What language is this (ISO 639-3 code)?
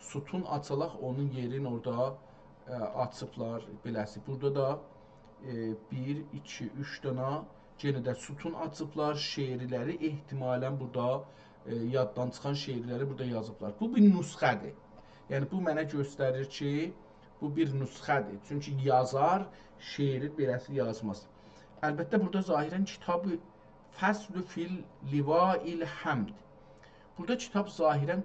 azb